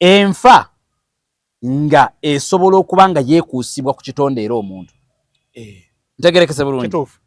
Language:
Ganda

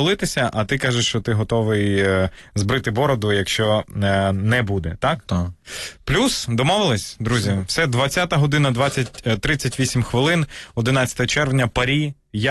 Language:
Ukrainian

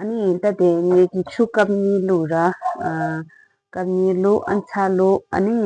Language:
Tibetan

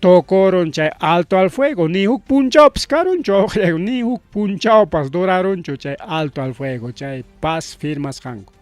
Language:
Ayacucho Quechua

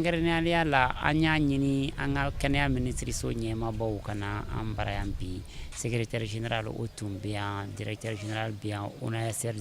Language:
Bambara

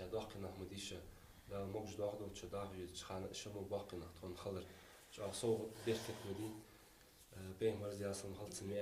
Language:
Ingush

